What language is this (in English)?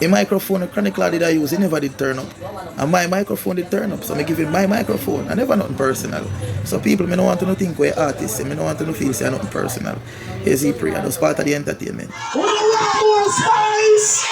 Jamaican Creole English